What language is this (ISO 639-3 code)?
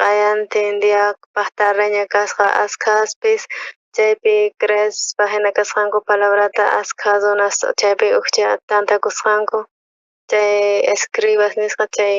quh